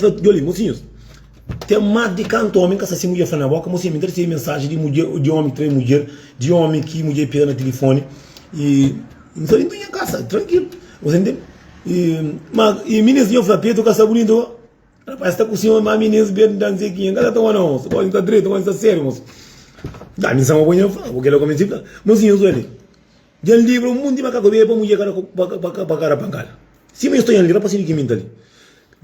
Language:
Kabuverdianu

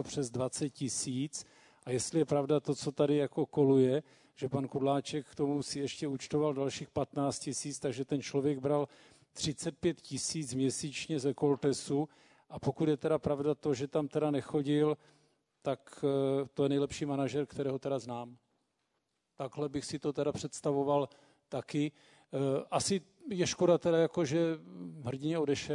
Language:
Czech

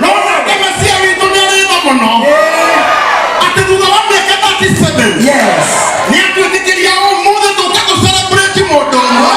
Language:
Kikuyu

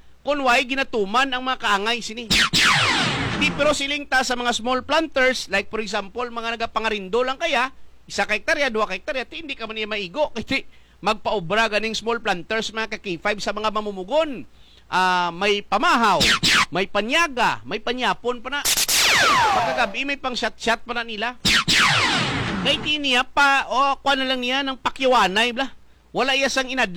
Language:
Hiligaynon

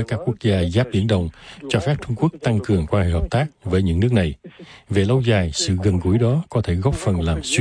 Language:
Vietnamese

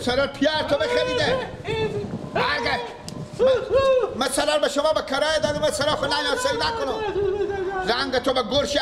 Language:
Persian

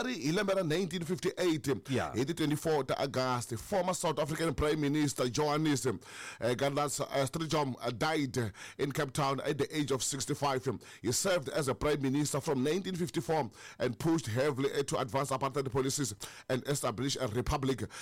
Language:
Tsonga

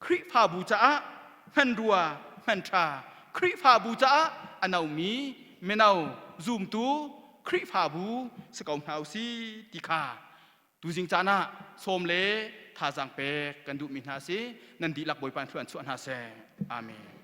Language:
Hakha Chin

